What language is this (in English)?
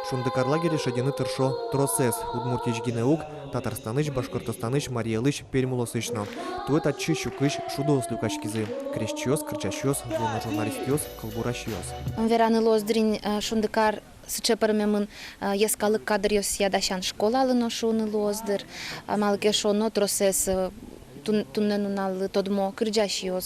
Udmurt